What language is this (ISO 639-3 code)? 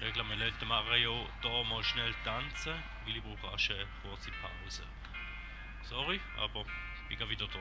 gsw